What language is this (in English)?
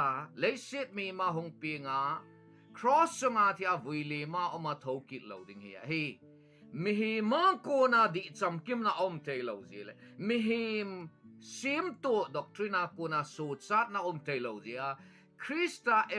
Thado Chin